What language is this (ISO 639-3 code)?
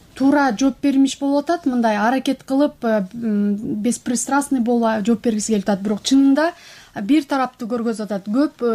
kir